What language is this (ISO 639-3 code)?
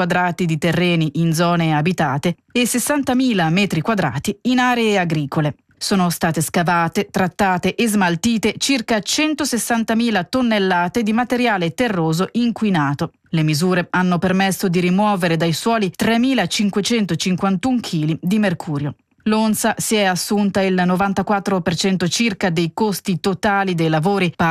ita